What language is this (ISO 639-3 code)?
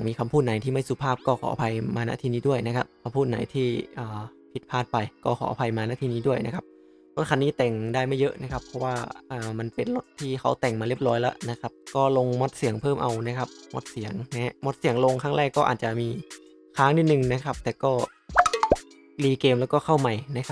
tha